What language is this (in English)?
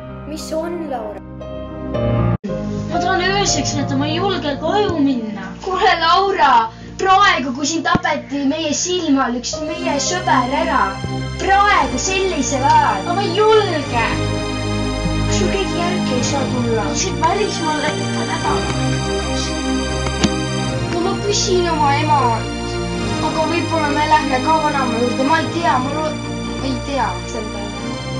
Estonian